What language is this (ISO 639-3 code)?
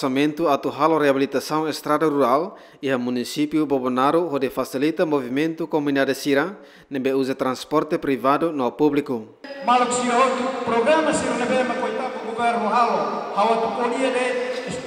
tet